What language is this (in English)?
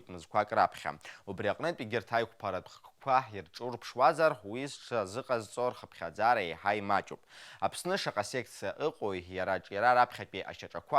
Abkhazian